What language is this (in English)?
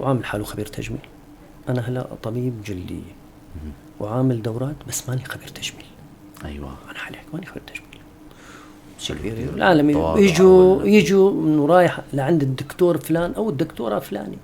North Levantine Arabic